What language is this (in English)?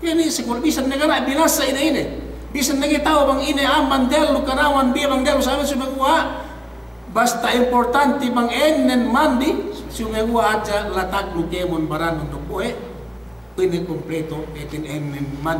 Yakan